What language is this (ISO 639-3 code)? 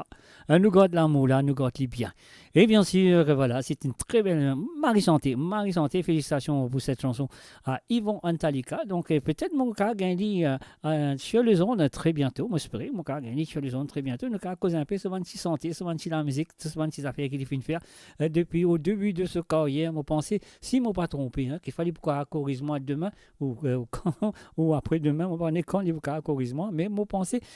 mfe